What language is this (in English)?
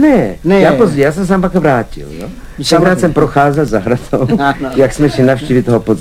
Czech